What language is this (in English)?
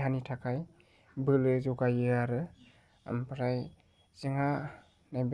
Bodo